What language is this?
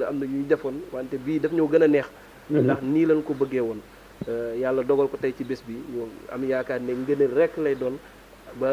Wolof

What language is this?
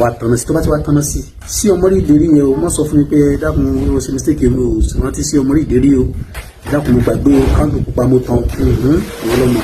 Yoruba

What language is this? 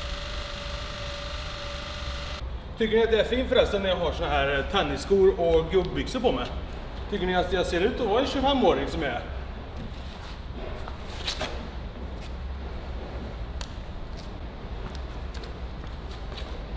Swedish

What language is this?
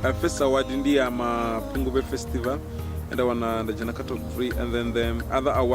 Venda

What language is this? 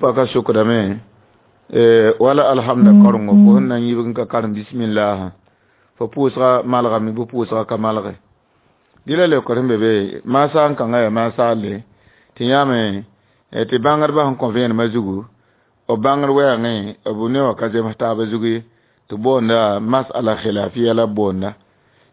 Mossi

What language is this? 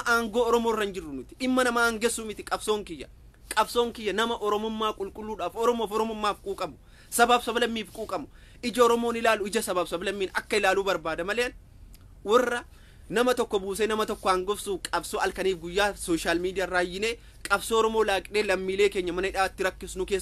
Oromo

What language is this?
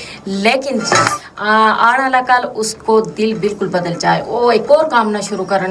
Gujari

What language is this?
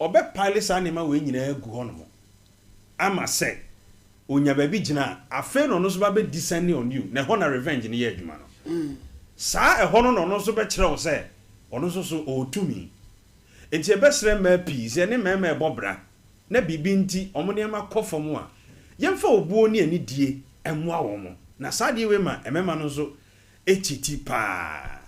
Akan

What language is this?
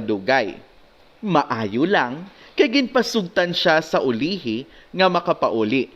Hiligaynon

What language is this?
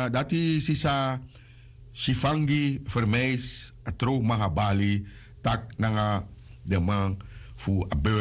Sranan Tongo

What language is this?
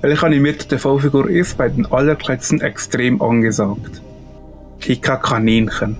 Swiss German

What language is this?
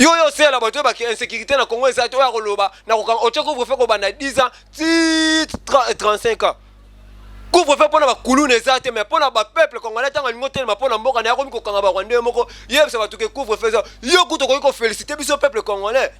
Lingala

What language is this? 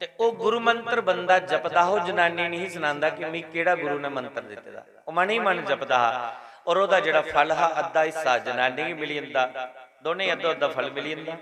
Dogri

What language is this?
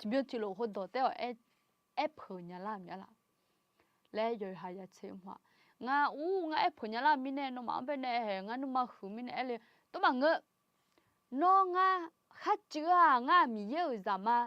Akha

